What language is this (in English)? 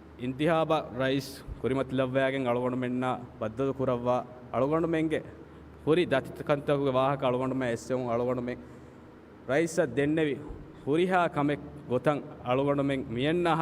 Divehi